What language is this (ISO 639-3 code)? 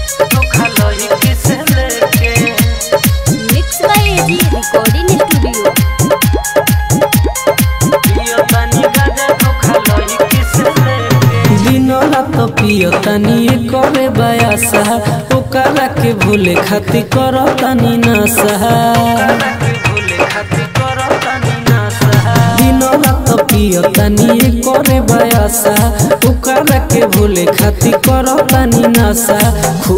bho